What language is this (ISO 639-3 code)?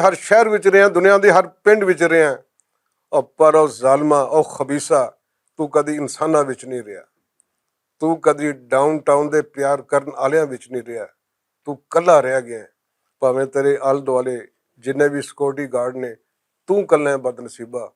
lah